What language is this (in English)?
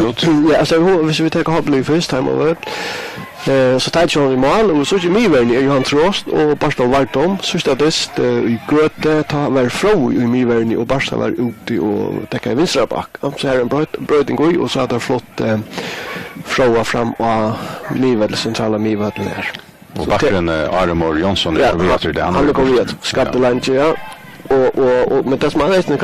Faroese